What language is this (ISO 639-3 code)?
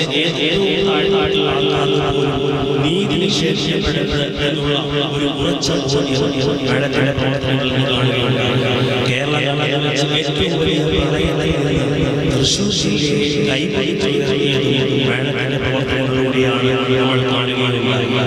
mal